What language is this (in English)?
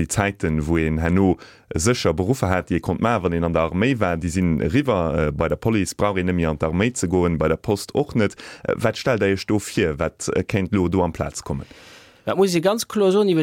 Luxembourgish